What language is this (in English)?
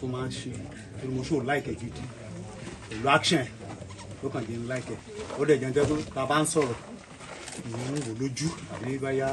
Yoruba